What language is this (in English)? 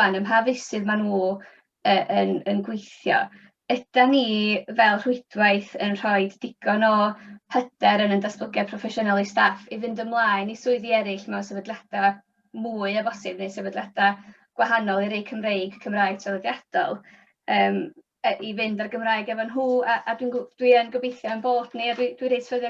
Welsh